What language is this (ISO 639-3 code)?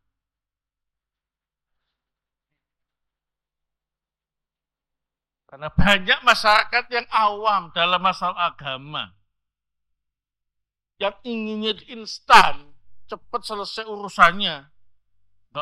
ind